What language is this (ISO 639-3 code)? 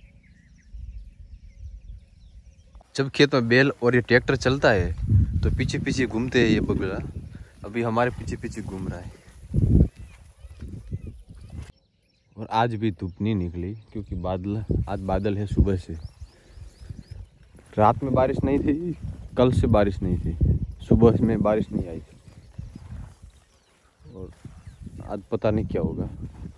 hin